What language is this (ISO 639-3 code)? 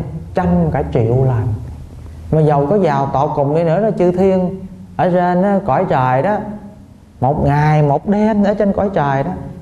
vie